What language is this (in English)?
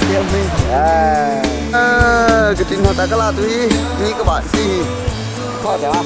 Hakha Chin